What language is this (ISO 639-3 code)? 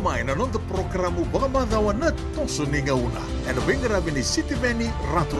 fij